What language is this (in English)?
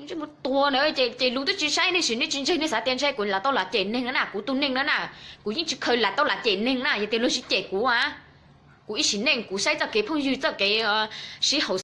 Hmong